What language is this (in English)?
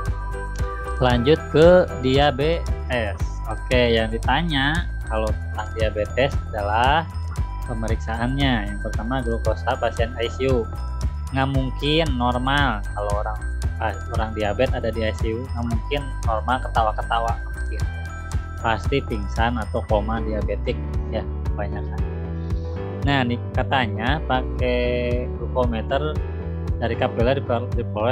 Indonesian